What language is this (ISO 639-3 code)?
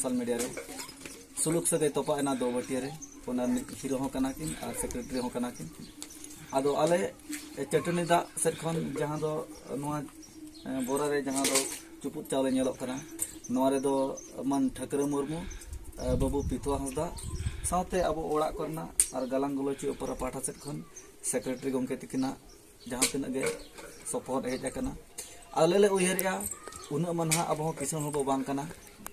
sat